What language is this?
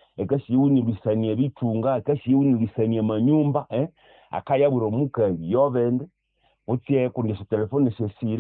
Nande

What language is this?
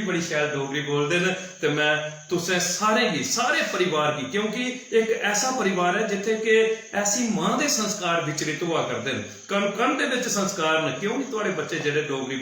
Dogri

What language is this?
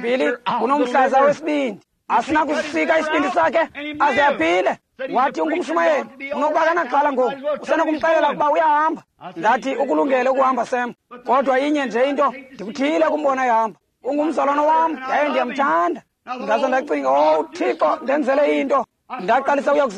Xhosa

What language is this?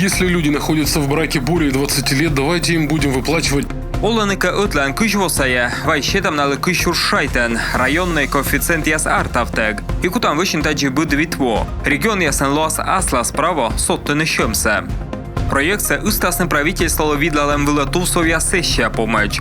Komi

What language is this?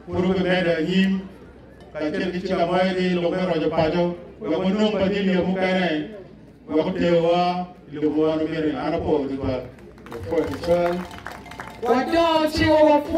Acoli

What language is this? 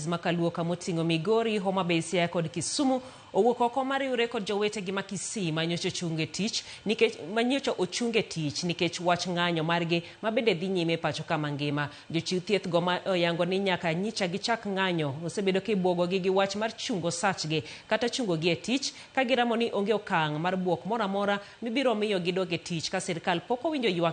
Luo (Kenya and Tanzania)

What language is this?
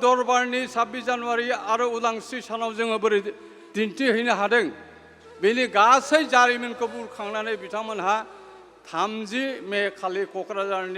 Bodo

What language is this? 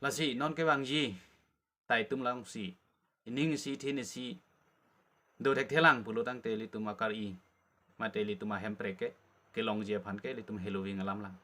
Karbi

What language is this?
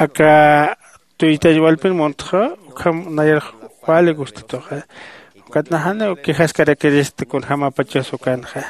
Aymara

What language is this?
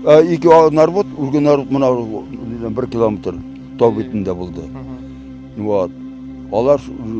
Bashkir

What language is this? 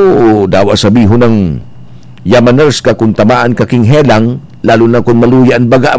Bikol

